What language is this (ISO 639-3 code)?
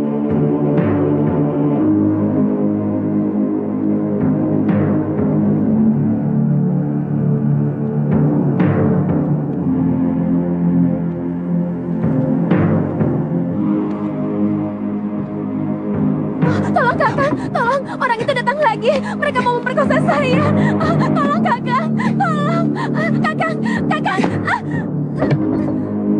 ind